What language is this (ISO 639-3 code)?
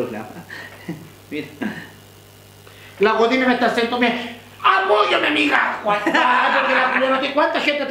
spa